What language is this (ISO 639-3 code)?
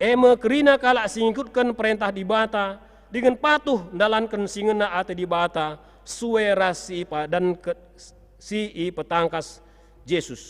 btx